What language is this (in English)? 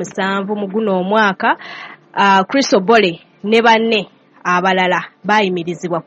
Ganda